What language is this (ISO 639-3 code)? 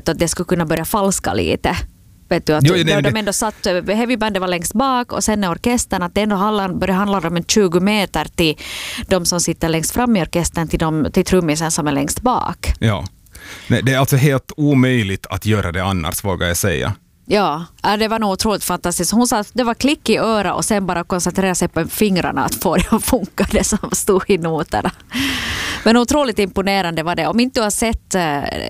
swe